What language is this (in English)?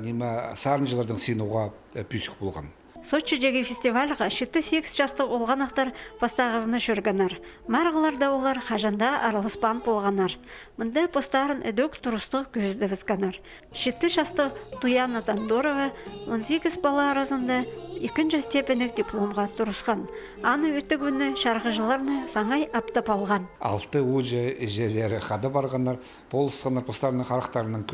Khakas